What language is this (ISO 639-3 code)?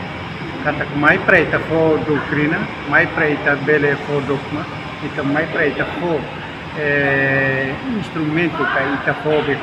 tet